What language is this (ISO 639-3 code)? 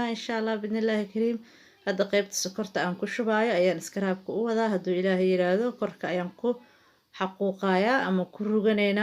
som